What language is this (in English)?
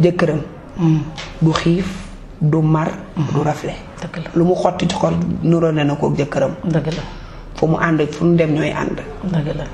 Wolof